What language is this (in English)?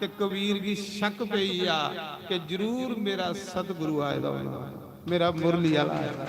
Dogri